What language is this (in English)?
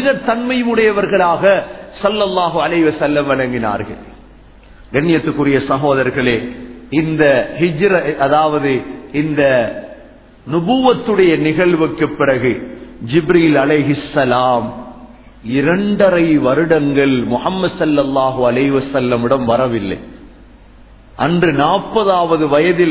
Tamil